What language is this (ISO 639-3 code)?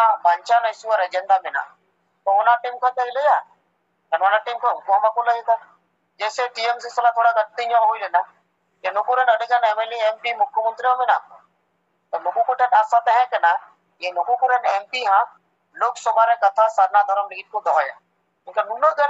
sat